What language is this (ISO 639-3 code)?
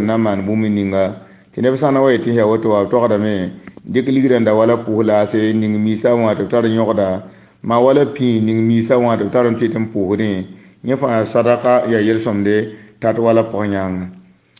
mos